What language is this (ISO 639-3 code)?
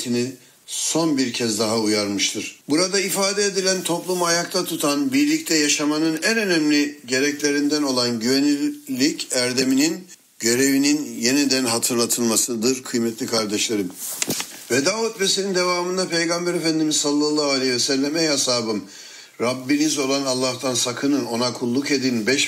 tur